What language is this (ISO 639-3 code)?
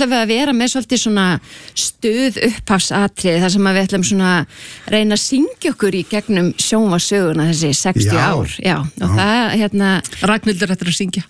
isl